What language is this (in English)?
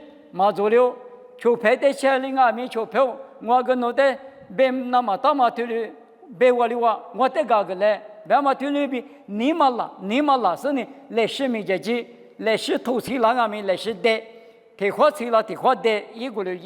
Lisu